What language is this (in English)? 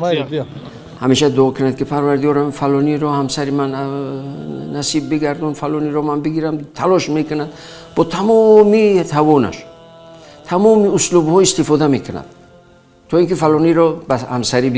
Tajik